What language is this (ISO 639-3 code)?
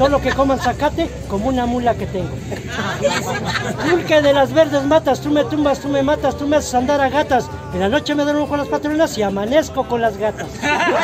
spa